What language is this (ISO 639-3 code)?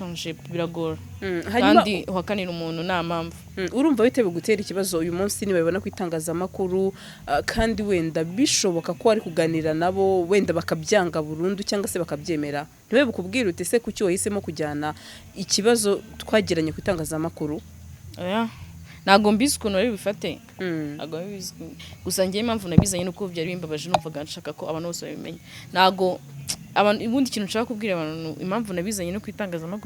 kin